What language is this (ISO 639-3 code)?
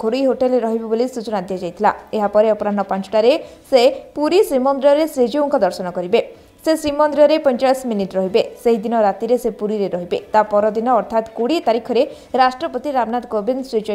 ori